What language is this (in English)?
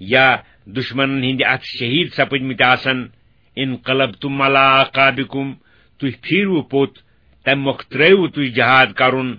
Kashmiri